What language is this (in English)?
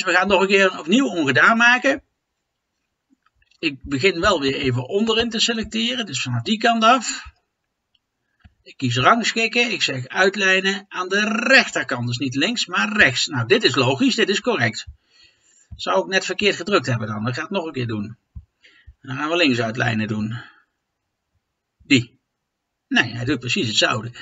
Dutch